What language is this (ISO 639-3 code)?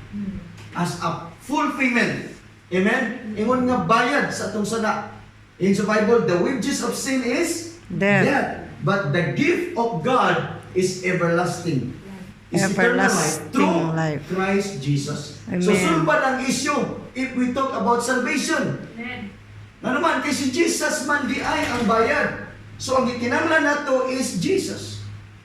ceb